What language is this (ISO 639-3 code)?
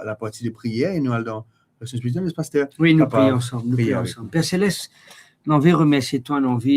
mfe